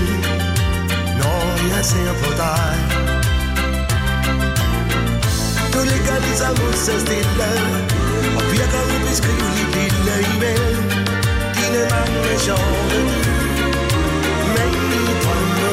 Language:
Danish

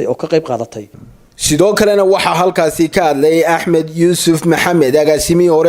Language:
Somali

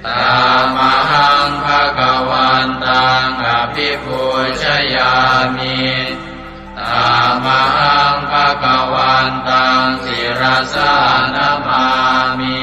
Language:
Pali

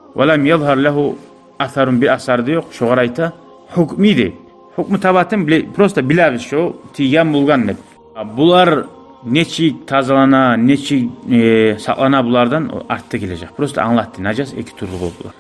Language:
Kumyk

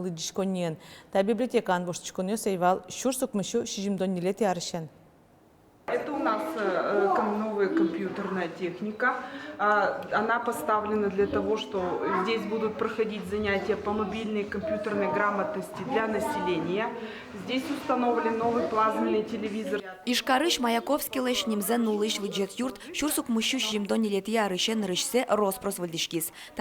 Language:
Udmurt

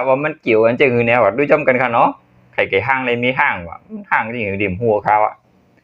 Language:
Shan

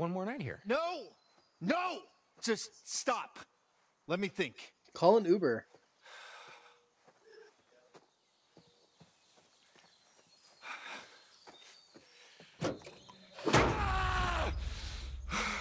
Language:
English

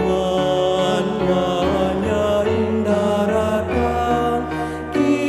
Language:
Pampanga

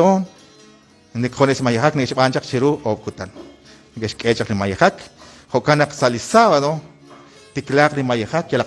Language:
Kekchí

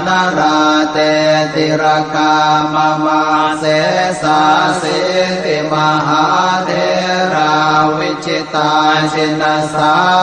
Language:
Pali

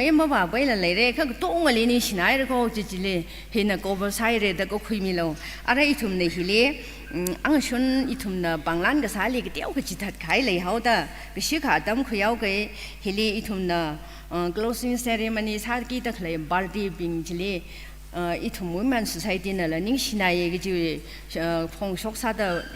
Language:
Tangkhul Naga (India)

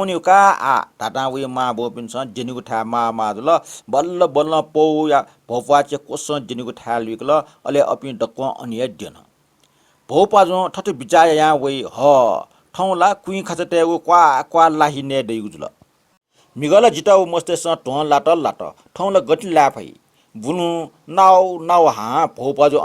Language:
Newari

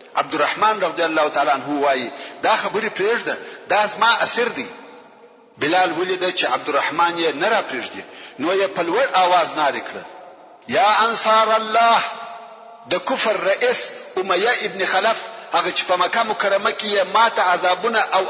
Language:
Pashto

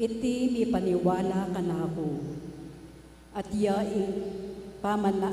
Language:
Pampanga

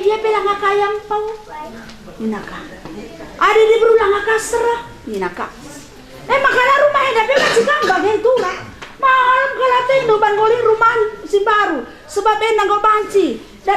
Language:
Batak Karo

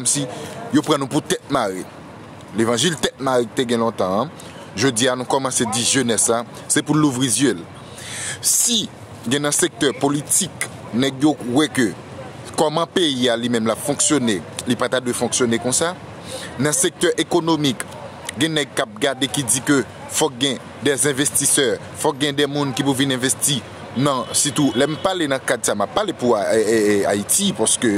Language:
Haitian Creole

